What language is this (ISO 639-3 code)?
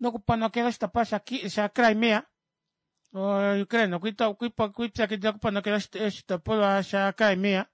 kua